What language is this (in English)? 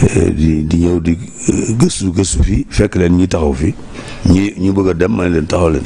Wolof